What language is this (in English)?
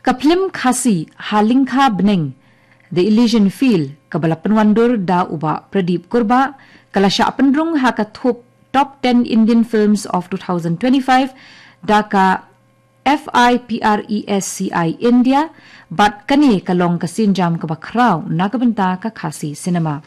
Khasi